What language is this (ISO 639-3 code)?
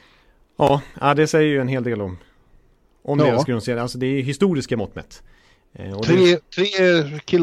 swe